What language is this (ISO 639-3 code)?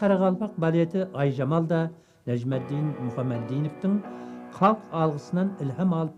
kaa